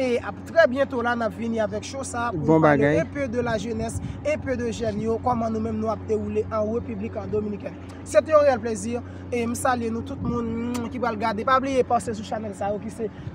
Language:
Haitian Creole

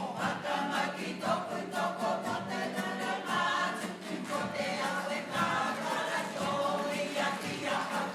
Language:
Māori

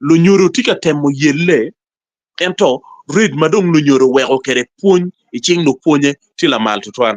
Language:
Acoli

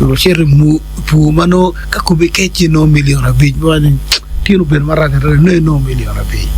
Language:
Acoli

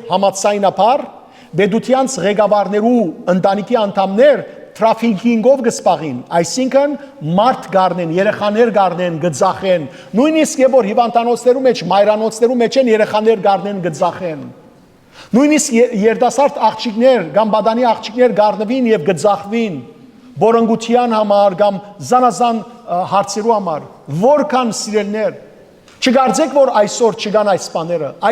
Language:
Western Armenian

